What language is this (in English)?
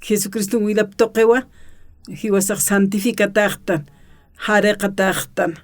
Aymara